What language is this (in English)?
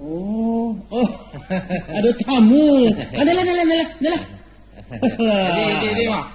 Minangkabau